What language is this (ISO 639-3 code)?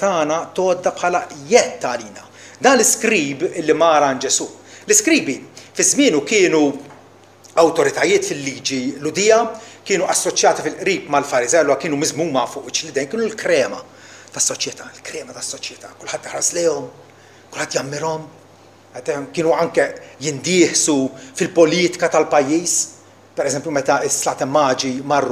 mlt